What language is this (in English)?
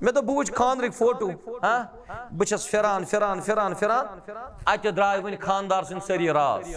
Kashmiri